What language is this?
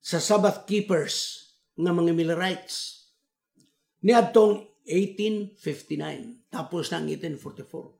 Cebuano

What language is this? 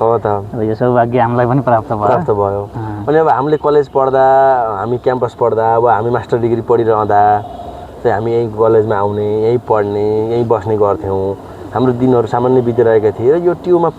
Nepali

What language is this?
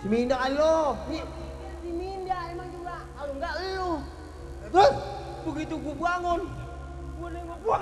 Betawi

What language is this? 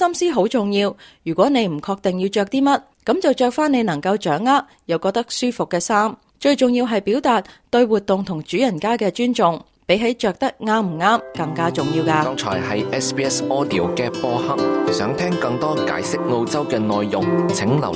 Cantonese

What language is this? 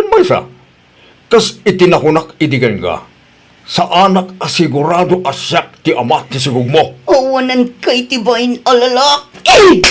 Iloko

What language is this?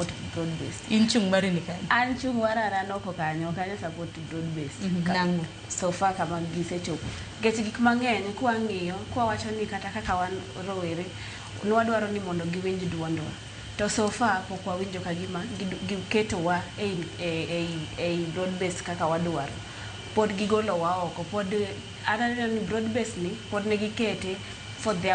Luo (Kenya and Tanzania)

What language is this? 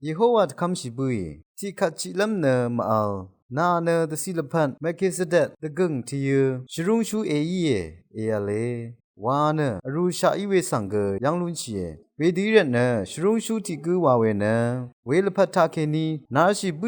Rawang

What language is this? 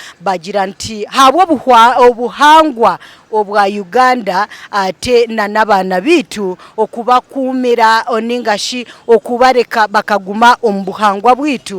Nyankole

